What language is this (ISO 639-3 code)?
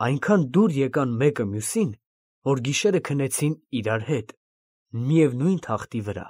hye